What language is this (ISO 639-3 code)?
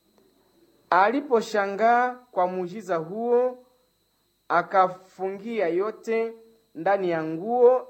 swa